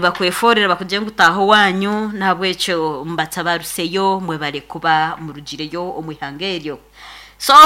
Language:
Nyankole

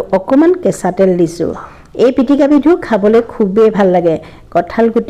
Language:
Assamese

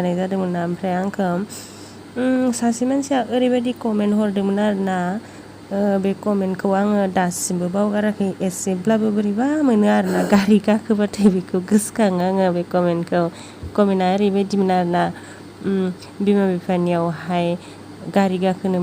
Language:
Bodo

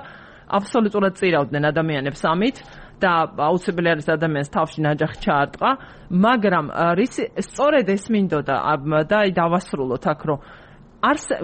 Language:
Georgian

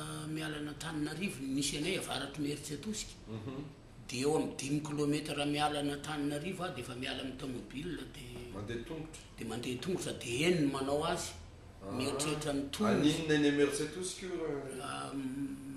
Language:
Malagasy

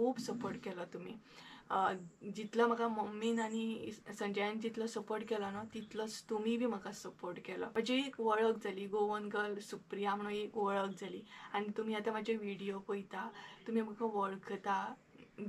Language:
Konkani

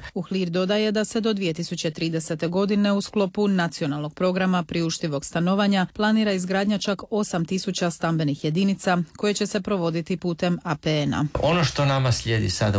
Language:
Croatian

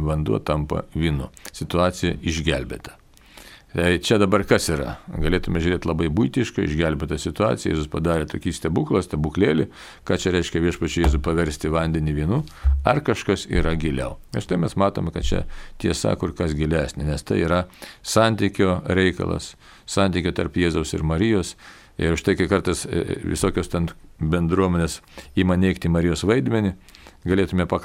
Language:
Lithuanian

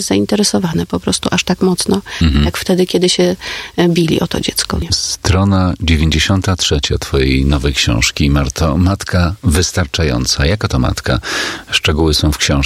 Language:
Polish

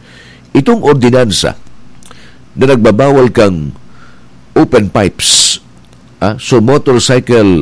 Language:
Bikol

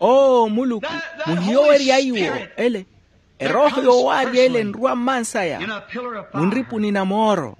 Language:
Makhuwa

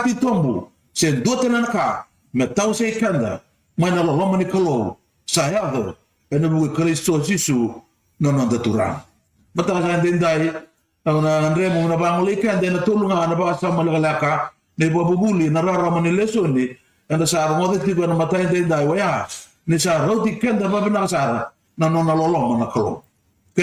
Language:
Fijian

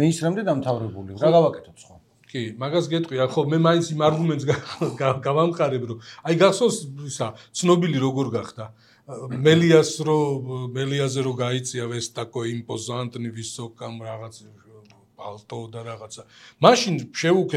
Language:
Georgian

